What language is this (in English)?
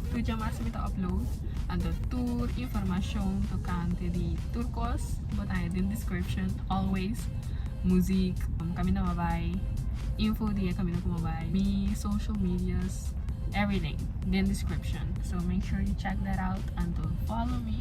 Papiamento